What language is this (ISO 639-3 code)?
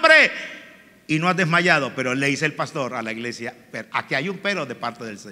spa